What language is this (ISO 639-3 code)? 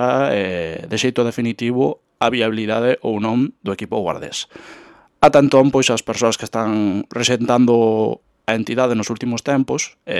glg